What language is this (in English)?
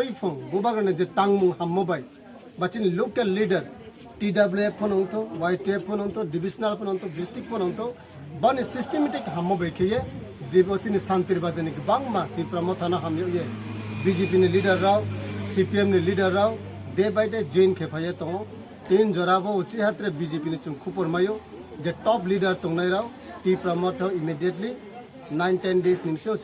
Kok Borok